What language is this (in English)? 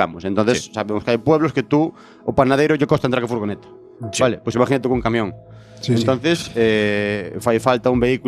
Galician